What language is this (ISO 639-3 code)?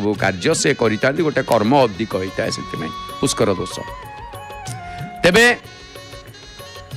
ori